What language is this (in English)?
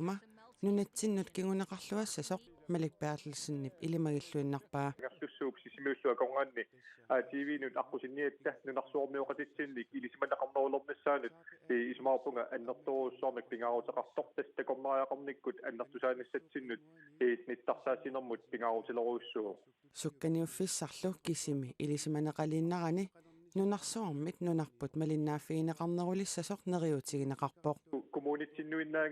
Kalaallisut